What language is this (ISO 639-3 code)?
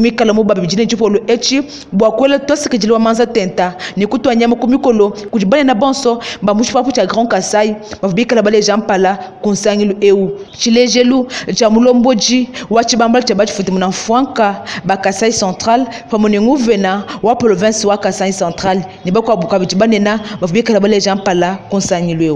lua